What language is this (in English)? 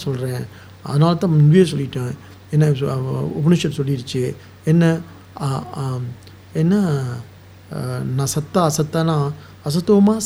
Tamil